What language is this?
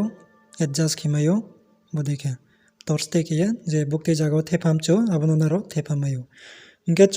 Riang (India)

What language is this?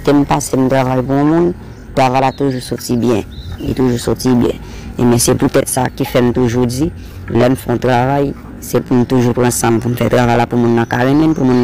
Haitian Creole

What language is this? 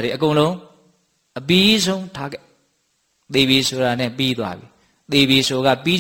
Burmese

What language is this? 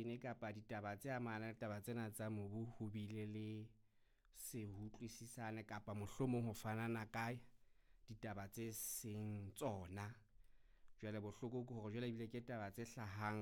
Southern Sotho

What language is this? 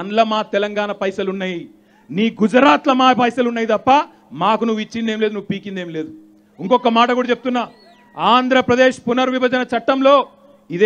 Telugu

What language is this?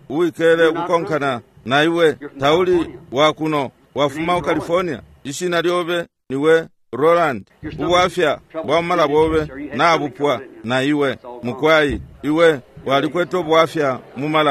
Bemba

